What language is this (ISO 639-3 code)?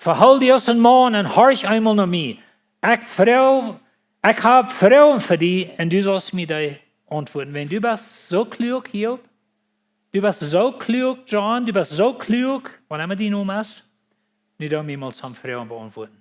pdt